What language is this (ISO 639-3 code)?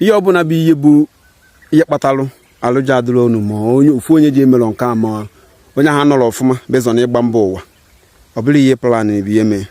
ibo